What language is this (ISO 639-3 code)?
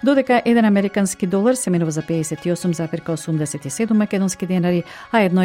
mkd